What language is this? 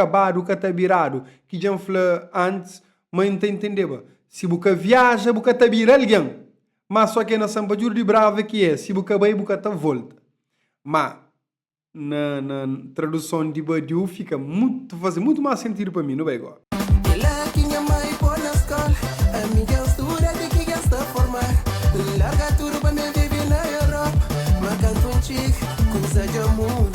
Kabuverdianu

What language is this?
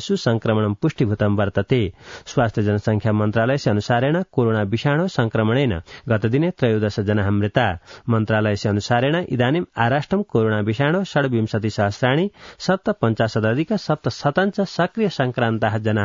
Sanskrit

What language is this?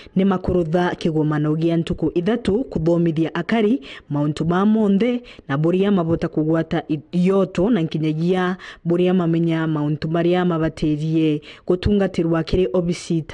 Meru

